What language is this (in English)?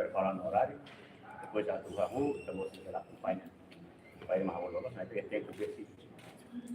Tetum